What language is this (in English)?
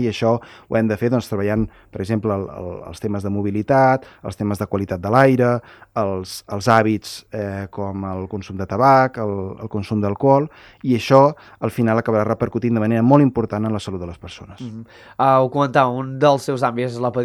Catalan